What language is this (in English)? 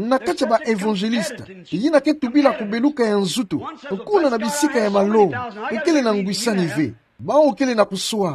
Kituba (Democratic Republic of Congo)